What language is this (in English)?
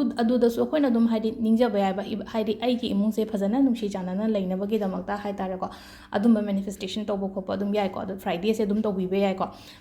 Manipuri